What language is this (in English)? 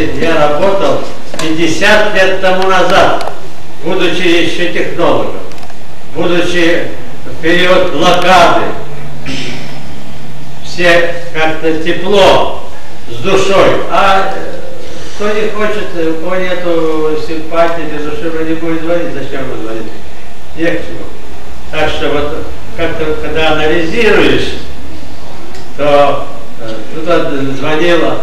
Russian